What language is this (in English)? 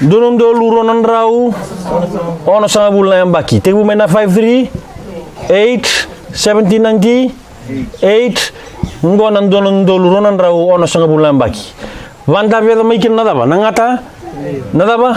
Fijian